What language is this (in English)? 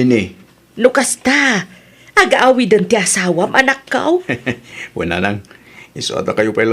Iloko